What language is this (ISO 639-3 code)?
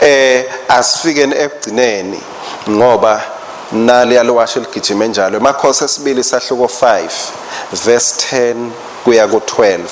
ssw